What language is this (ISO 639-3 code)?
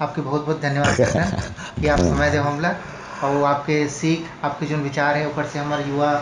hne